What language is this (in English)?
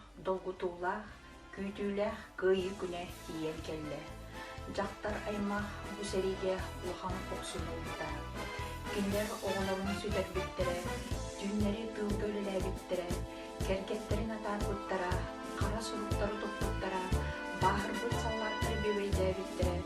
Yakut